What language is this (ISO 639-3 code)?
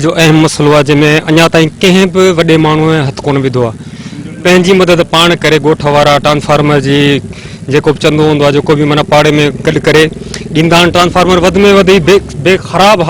snd